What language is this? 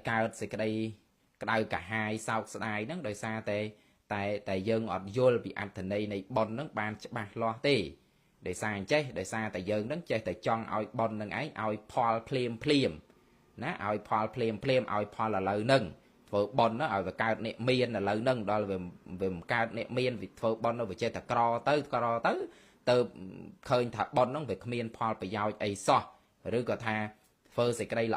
Khmer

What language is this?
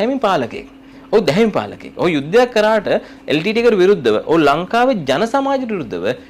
Sinhala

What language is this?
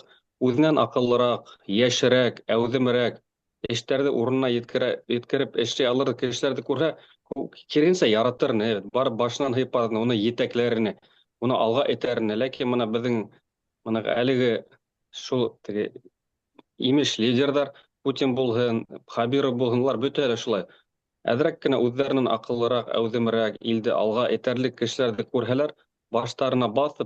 Bashkir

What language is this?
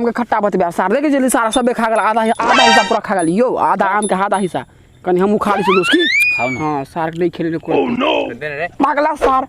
Maithili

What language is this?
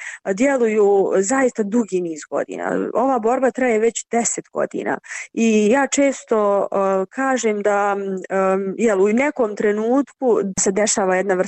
Bosnian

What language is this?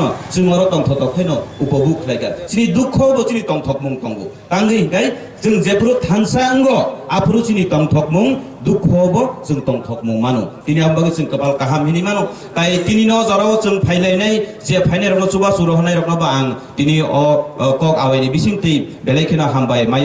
Kok Borok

